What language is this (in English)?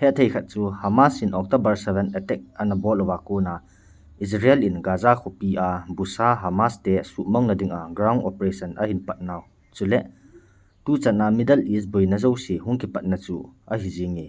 Thado Chin